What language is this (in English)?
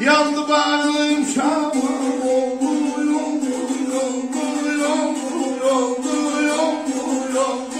South Azerbaijani